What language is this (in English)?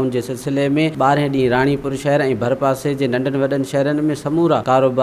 Sindhi